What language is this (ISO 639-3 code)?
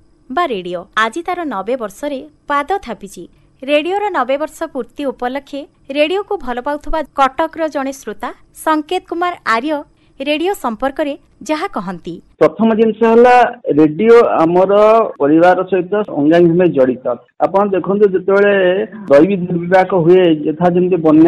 ori